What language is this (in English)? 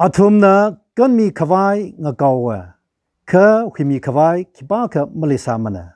Tangkhul Naga (India)